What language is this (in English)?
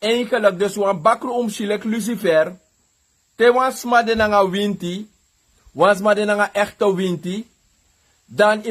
Sranan Tongo